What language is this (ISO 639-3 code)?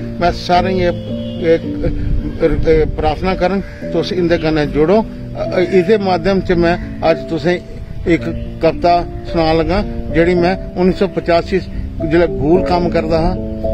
doi